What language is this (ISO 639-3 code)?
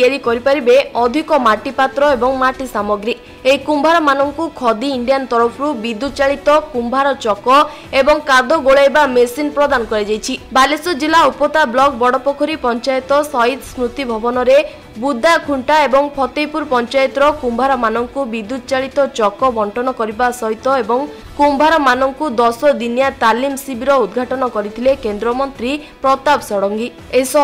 ori